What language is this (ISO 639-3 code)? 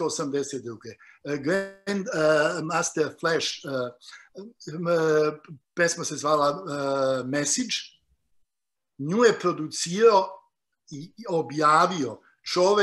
srp